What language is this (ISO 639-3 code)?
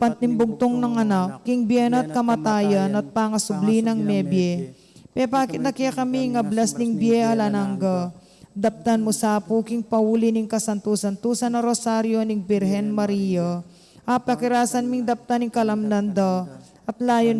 pam